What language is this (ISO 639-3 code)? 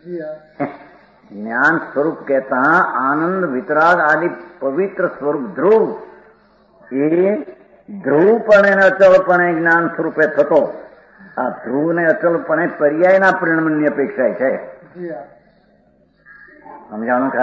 guj